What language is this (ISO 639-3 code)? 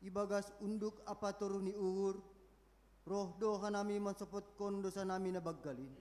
bts